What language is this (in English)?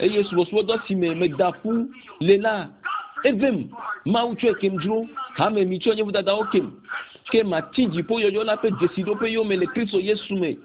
Ewe